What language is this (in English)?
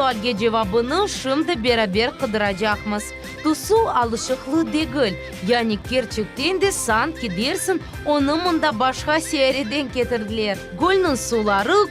Crimean Tatar